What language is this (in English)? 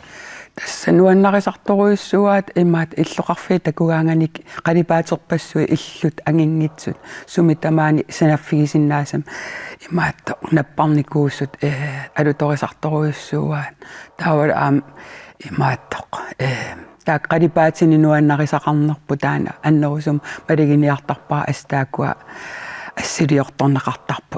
Kalaallisut